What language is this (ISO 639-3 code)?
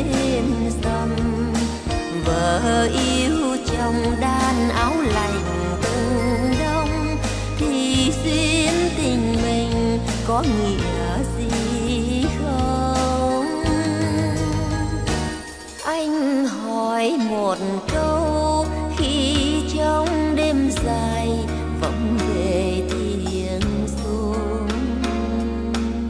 vie